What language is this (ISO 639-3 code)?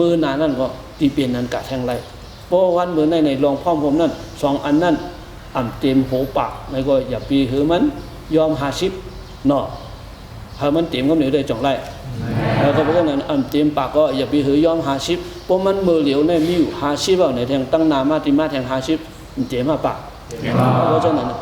shn